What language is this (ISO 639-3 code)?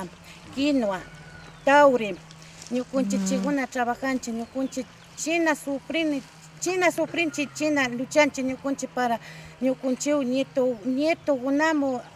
qug